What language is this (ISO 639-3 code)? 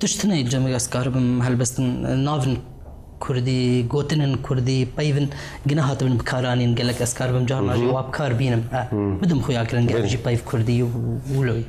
kur